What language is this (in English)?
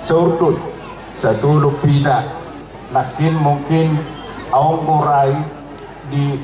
Batak Toba